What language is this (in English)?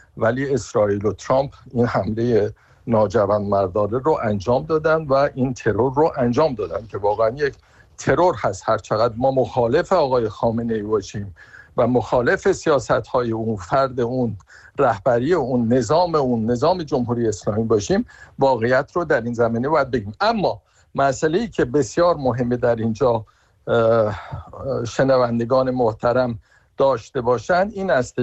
Persian